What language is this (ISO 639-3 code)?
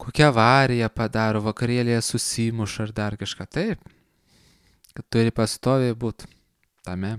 lit